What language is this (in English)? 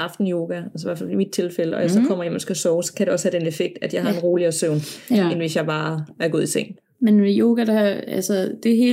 Danish